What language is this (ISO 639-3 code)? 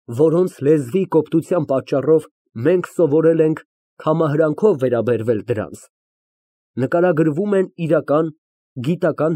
hye